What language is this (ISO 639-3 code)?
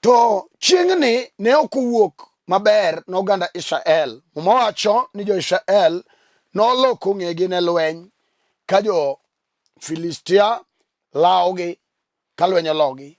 luo